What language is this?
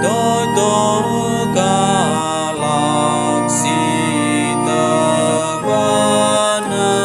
Batak Karo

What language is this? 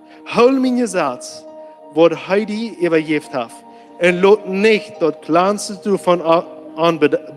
Plautdietsch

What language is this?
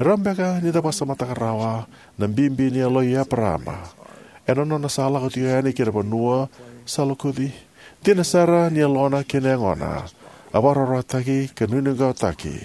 Fijian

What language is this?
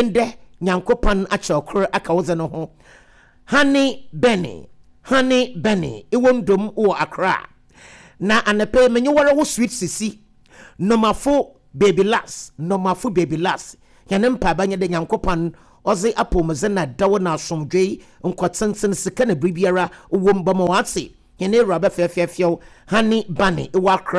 Akan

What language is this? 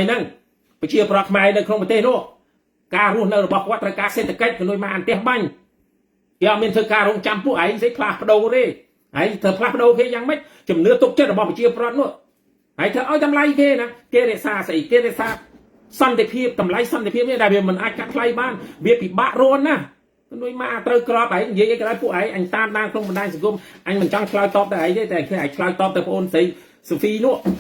Khmer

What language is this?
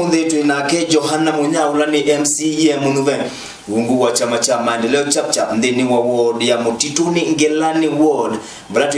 Kamba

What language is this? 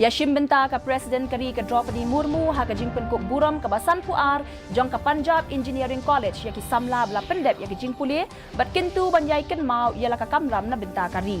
Khasi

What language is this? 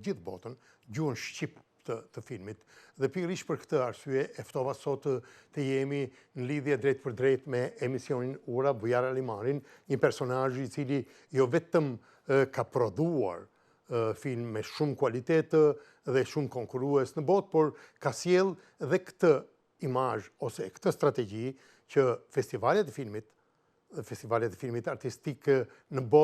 Albanian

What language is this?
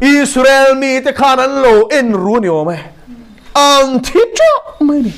Mizo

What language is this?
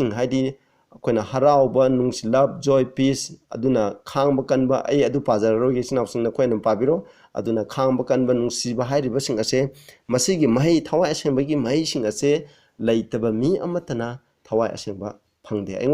Manipuri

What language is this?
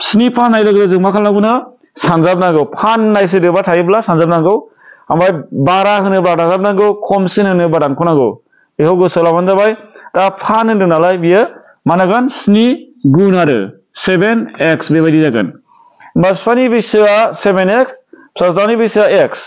Bodo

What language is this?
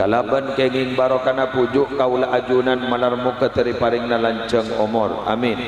Madurese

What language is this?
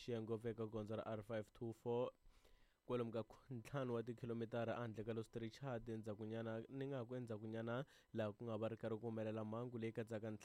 Tsonga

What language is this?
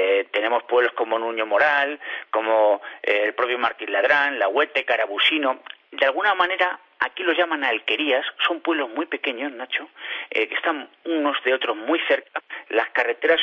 Spanish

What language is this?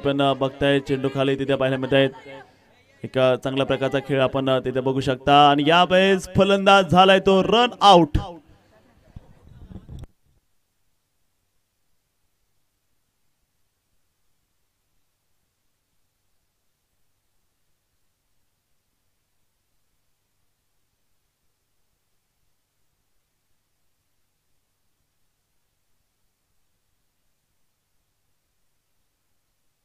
Marathi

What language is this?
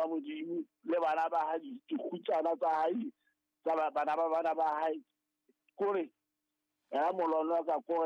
Southern Sotho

